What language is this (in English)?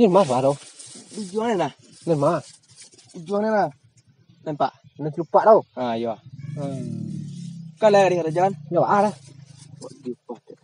Minangkabau